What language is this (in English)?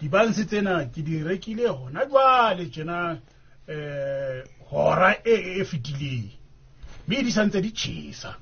Southern Sotho